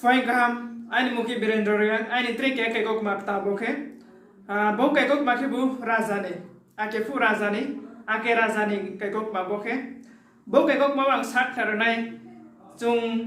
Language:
Riang (India)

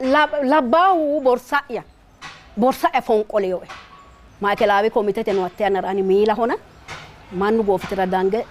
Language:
Sidamo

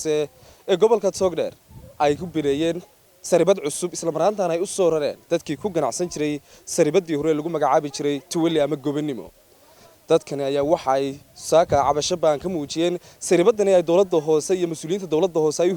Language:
Somali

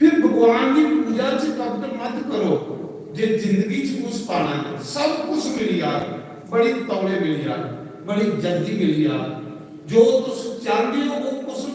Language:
Dogri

